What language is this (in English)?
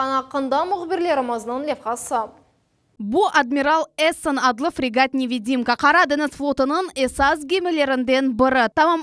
Crimean Tatar